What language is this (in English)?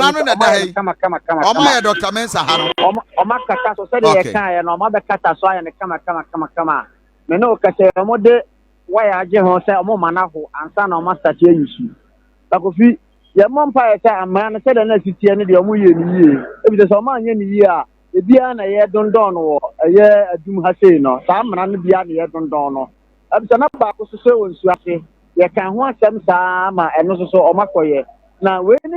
Akan